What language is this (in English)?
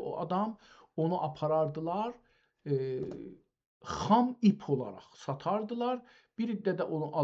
South Azerbaijani